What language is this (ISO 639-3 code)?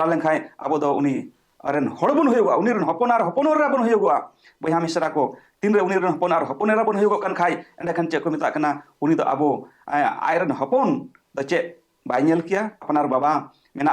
sat